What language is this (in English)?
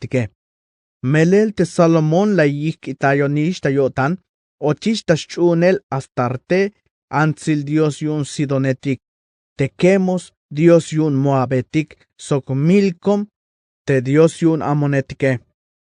Tzeltal